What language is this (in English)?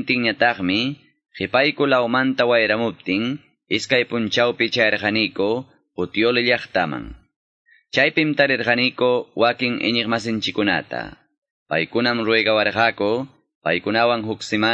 Ayacucho Quechua